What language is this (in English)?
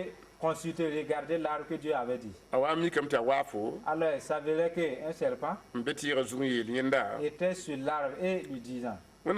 Mossi